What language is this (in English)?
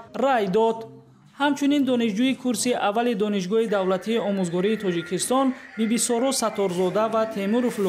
Tajik